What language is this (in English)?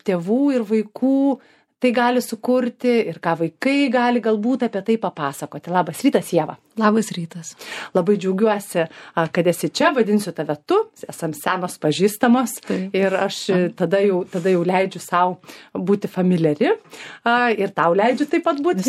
Lithuanian